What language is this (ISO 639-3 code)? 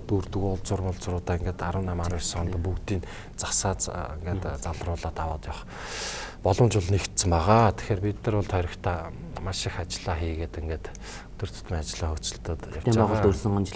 mon